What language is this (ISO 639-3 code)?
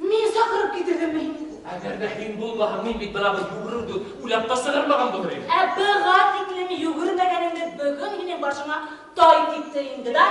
bak